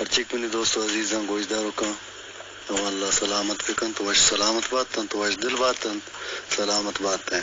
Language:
Eastern Balochi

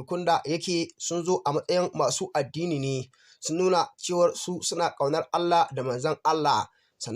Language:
Hausa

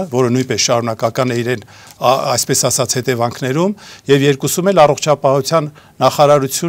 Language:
Armenian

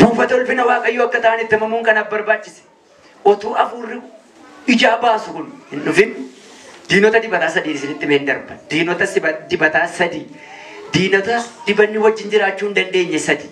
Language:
Oromo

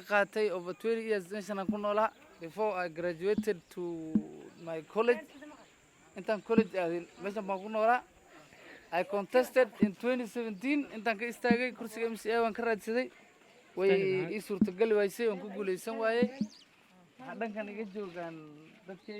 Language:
Somali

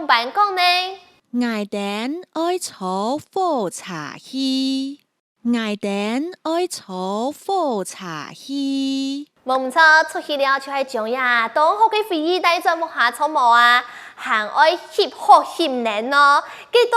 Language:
Hakka Chinese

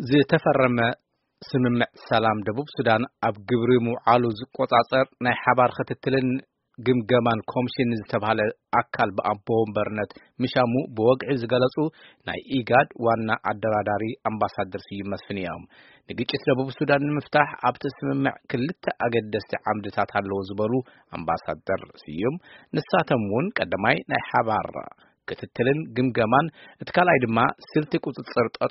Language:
Tigrinya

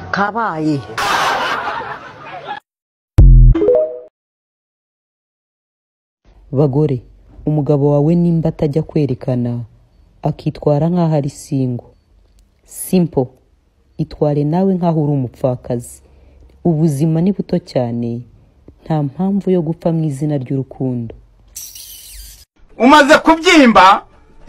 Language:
Kinyarwanda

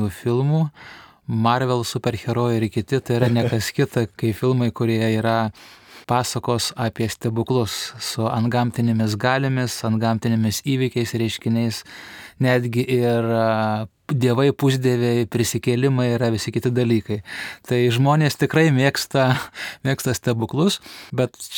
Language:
Lithuanian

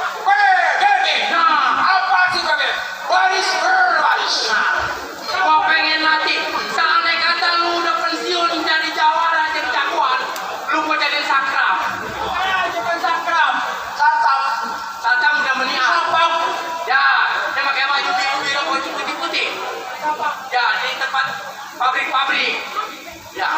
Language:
Betawi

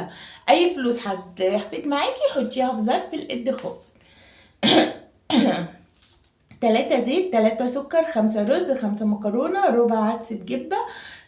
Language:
Egyptian Arabic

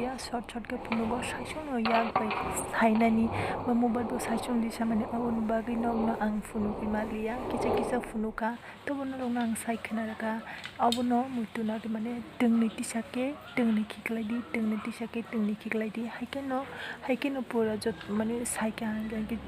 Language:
Kok Borok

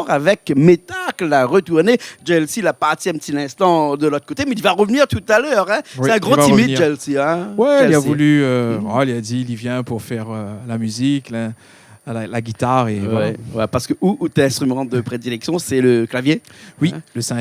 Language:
Réunion Creole French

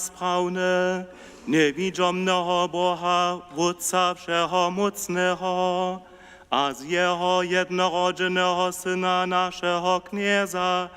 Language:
Upper Sorbian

